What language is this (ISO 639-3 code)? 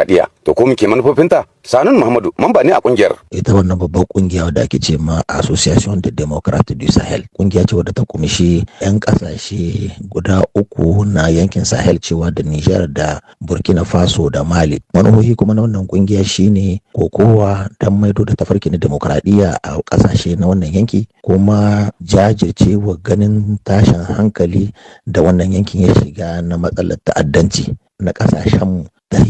hau